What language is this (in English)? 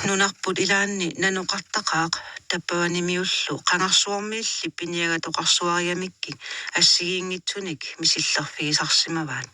Kalaallisut